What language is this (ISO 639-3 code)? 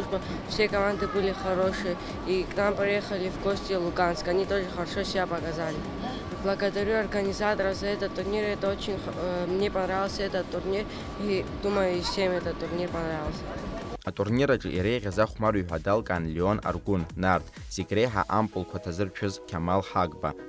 abk